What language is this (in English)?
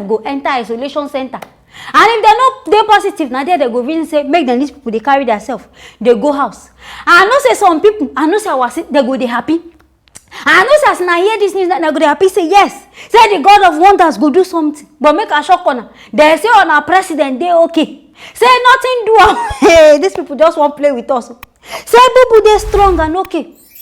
Nigerian Pidgin